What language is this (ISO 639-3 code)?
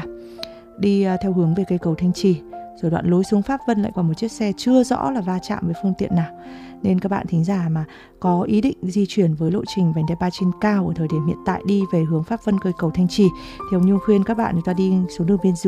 vie